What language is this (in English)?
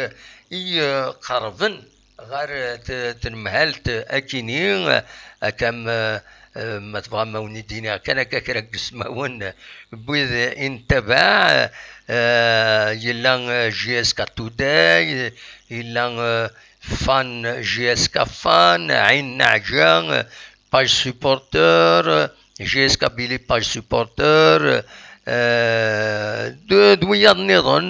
Kabyle